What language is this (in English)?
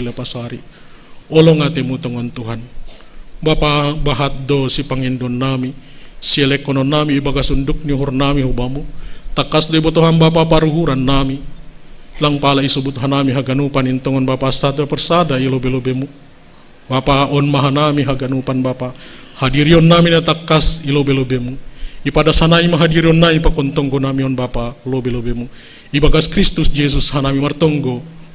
Batak Simalungun